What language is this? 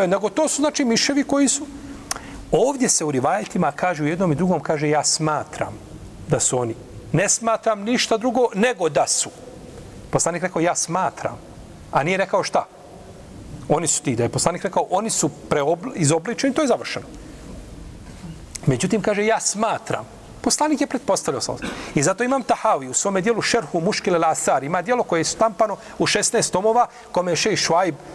Bosnian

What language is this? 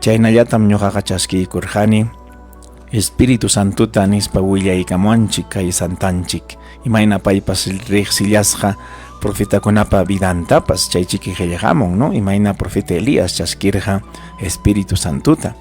Ayacucho Quechua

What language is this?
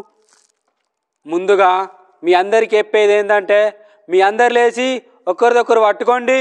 Telugu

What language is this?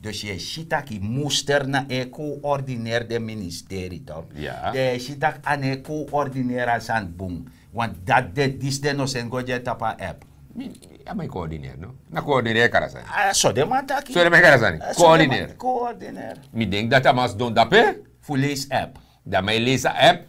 Sranan Tongo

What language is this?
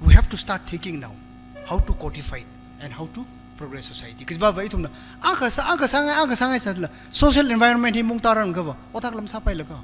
Tangkhul Naga (India)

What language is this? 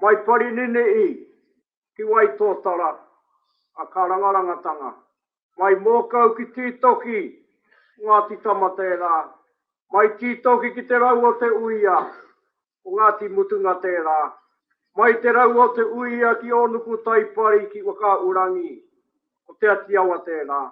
Māori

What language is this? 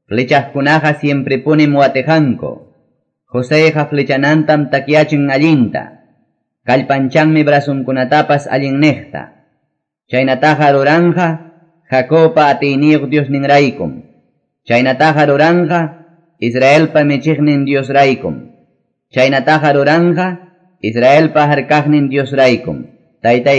Quechua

